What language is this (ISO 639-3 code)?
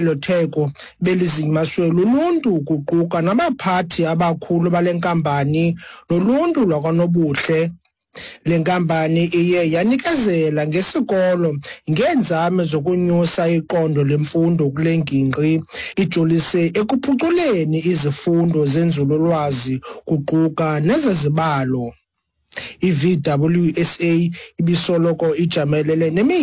xho